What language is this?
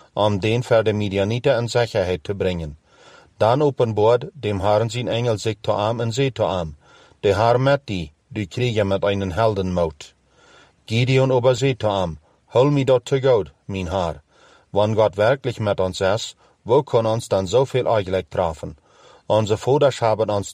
Plautdietsch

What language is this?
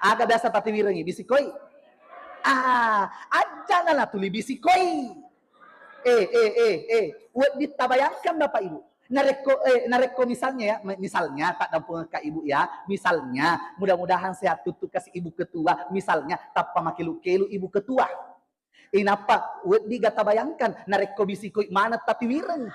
Buginese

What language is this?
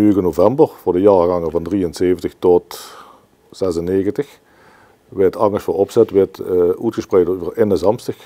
Limburgish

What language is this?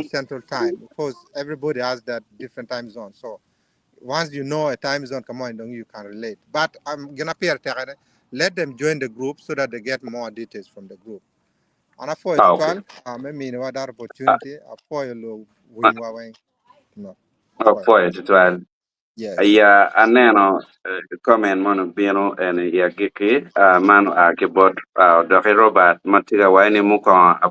Acoli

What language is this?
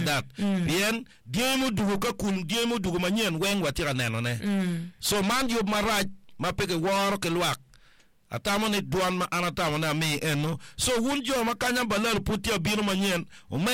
Acoli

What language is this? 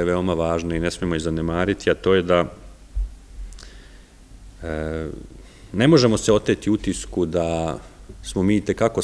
Serbian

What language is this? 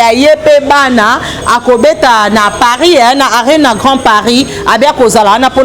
Lingala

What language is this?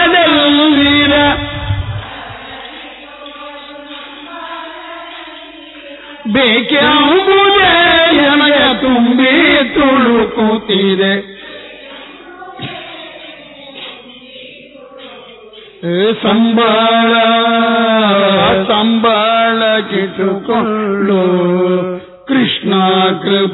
Kannada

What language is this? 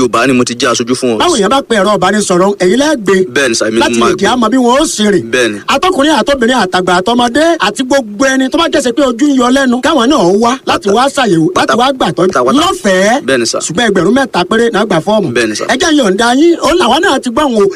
Yoruba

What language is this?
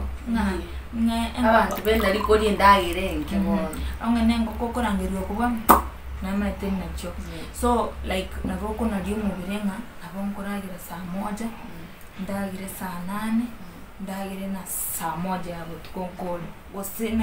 Gusii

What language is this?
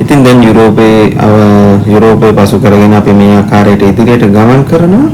Sinhala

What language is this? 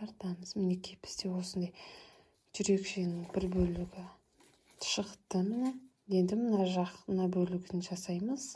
Kazakh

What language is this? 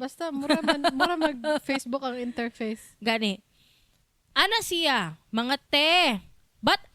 Cebuano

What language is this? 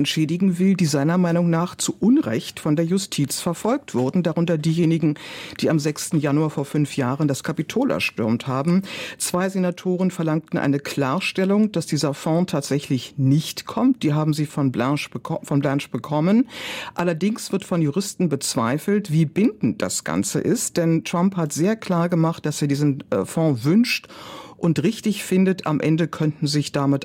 German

